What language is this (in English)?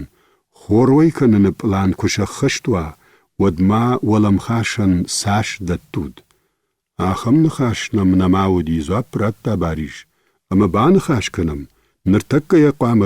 Ossetic